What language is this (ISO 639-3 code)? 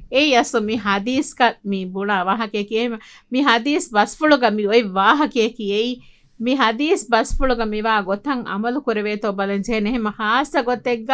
div